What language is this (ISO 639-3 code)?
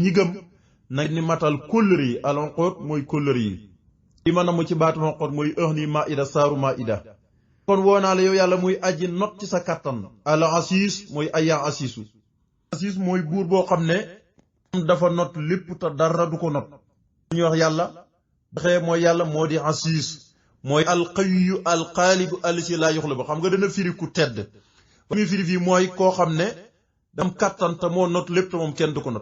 wol